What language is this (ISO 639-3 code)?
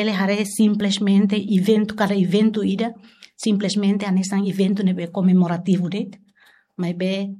tet